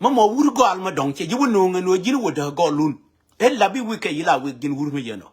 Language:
Nuer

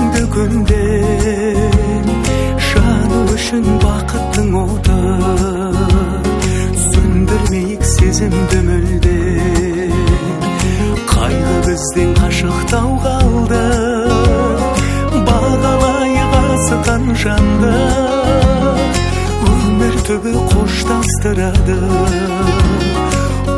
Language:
Kazakh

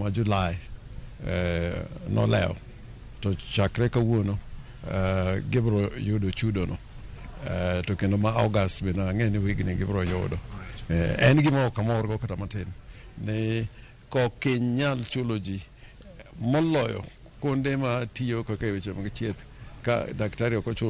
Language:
Luo (Kenya and Tanzania)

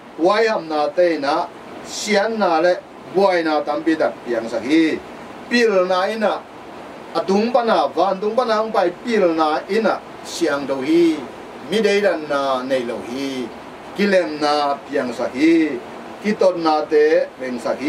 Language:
Tedim Chin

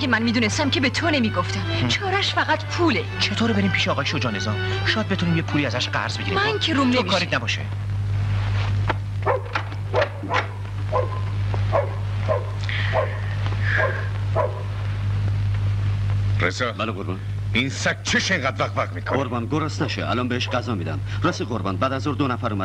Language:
Persian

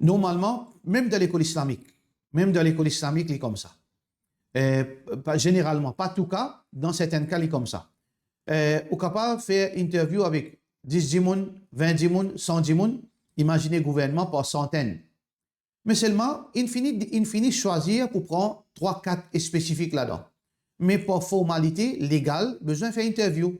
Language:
Morisyen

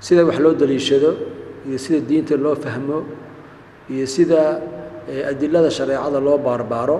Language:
Somali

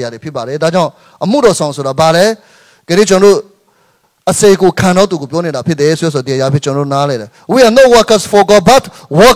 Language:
Burmese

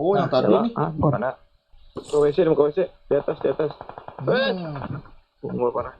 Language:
Banjar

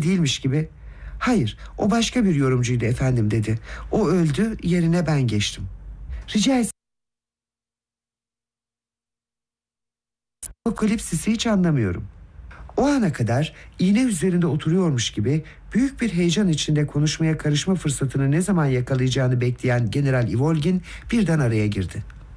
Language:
Turkish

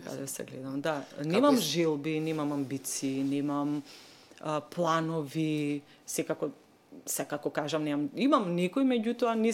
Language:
Macedonian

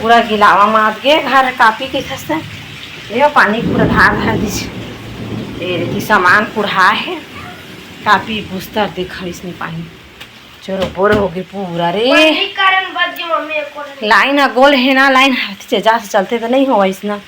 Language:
Chhattisgarhi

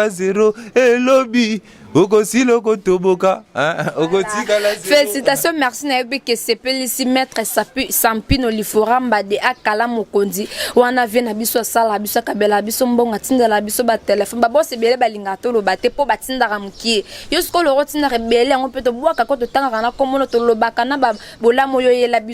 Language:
Lingala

